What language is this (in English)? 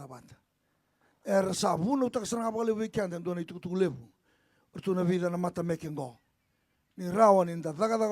Fijian